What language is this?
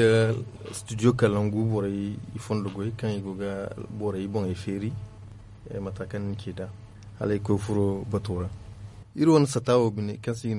Zarma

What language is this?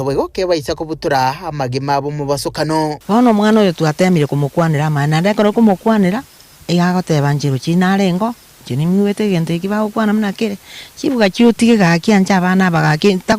Gusii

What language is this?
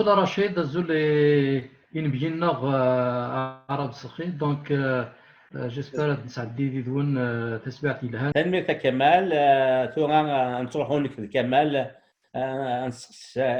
Kabyle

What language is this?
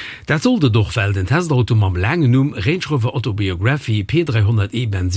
Luxembourgish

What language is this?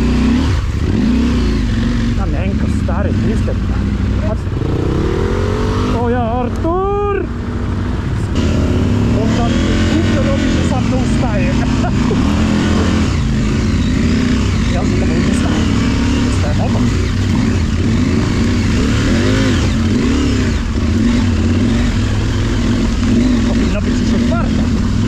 Polish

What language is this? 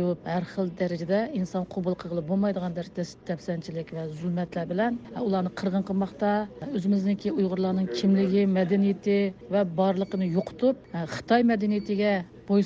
Uyghur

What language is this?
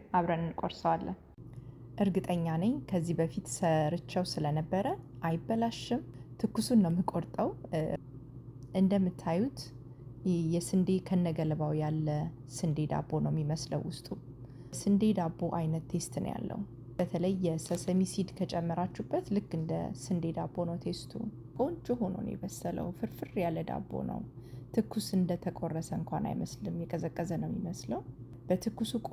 Amharic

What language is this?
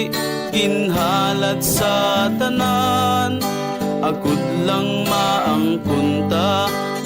Hiligaynon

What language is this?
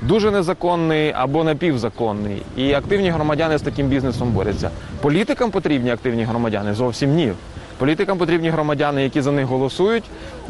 Ukrainian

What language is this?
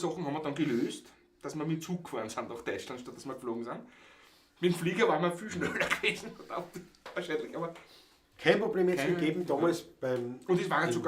Bavarian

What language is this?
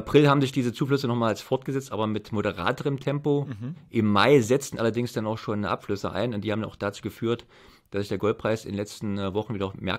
German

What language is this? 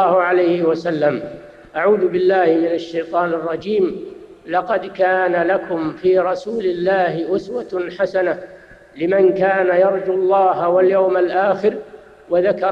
Arabic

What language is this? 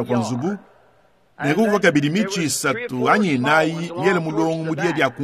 Luba-Lulua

